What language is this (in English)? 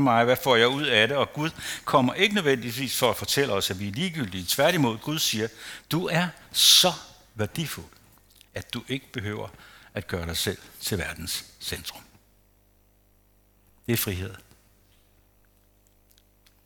Danish